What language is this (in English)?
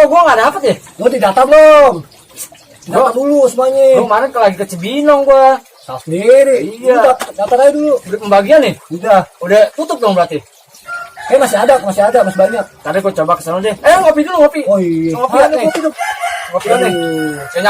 Betawi